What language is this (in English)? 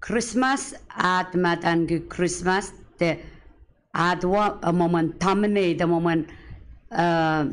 Pohnpeian